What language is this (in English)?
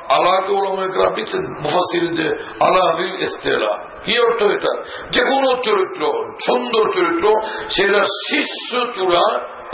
Bangla